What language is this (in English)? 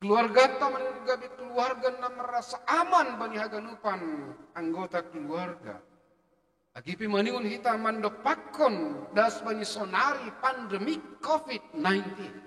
Batak Simalungun